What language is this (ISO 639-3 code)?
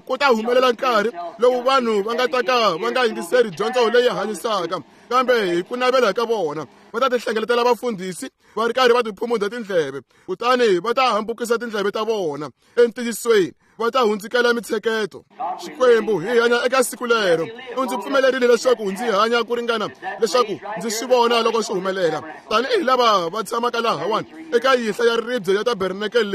tso